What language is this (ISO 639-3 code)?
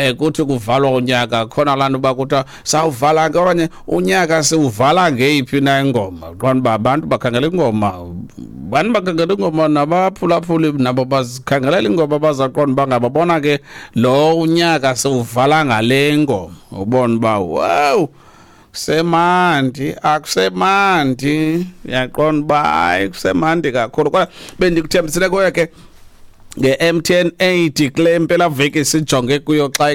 xho